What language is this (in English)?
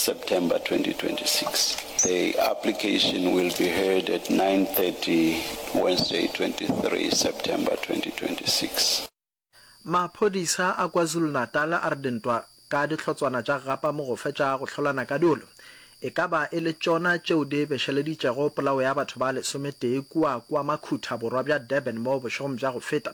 Northern Sotho